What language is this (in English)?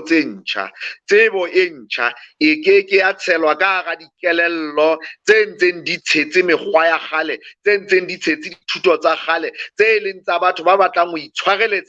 Southern Sotho